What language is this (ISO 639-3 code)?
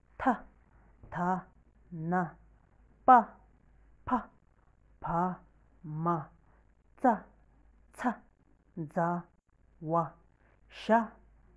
bod